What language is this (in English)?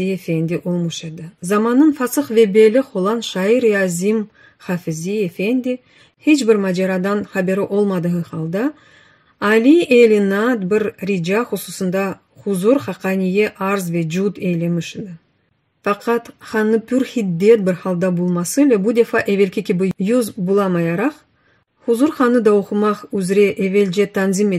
Crimean Tatar